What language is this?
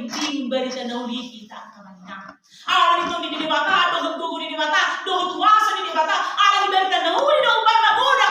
Batak Toba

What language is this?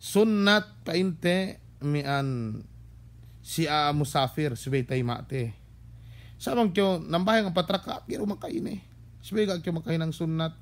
Yakan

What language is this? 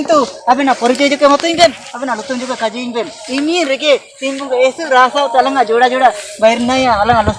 Ho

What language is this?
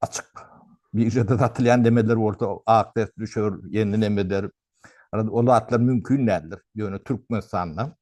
Turkmen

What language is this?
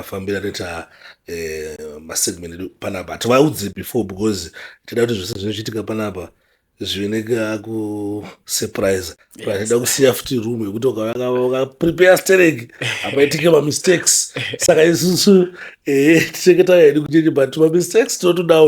Shona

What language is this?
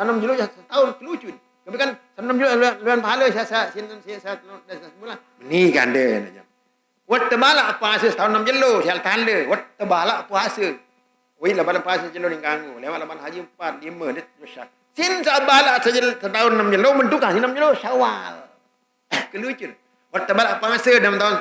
Sasak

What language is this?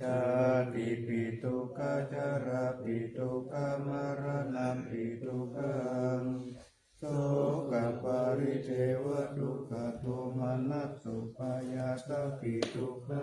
Pali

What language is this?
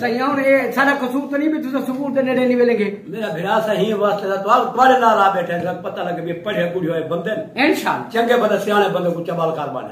Saraiki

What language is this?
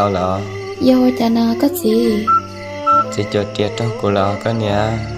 Hmong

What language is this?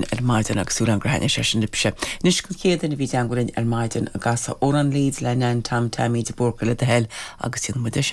Irish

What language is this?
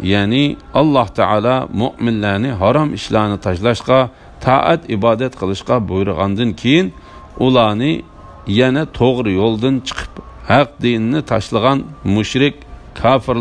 Uyghur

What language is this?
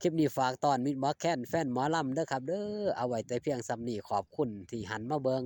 Northeastern Thai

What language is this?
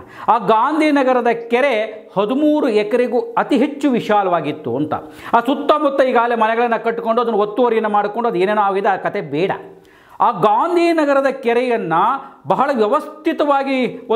Kannada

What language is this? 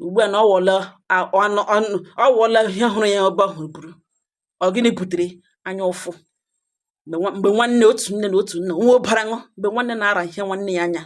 Igbo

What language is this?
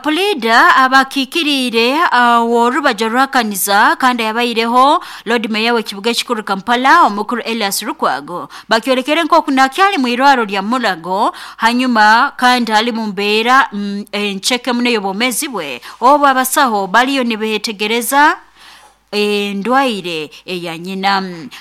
Nyoro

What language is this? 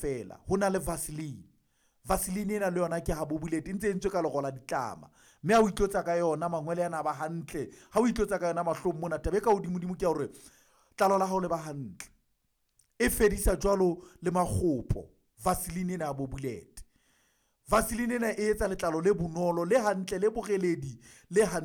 Southern Sotho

